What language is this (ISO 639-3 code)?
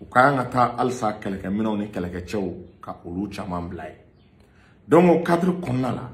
bam